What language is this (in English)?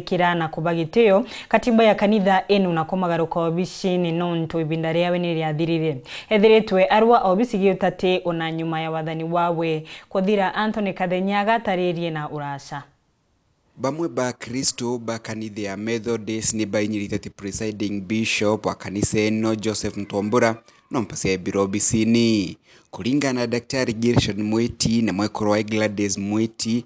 Meru